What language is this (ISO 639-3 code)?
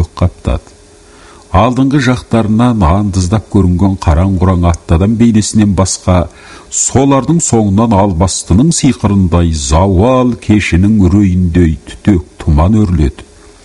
kaz